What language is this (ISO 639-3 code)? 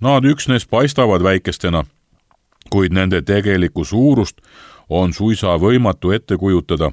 est